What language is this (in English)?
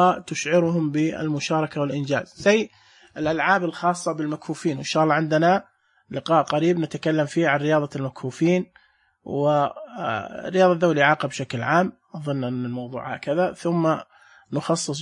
Najdi Arabic